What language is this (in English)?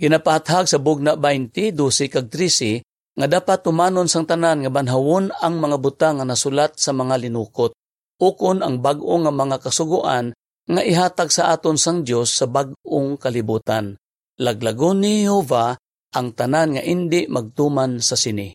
Hiligaynon